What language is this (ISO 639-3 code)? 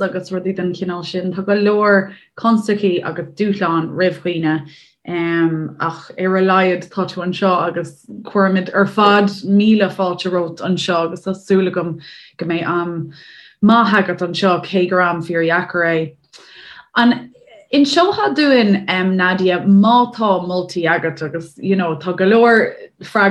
gle